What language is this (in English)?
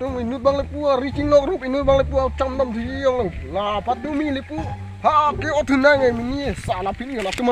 Karbi